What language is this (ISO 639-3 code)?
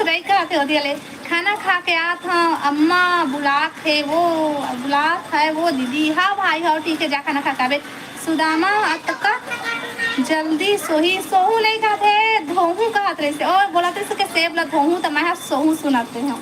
hne